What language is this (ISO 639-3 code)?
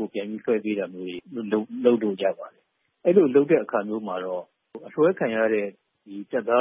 mya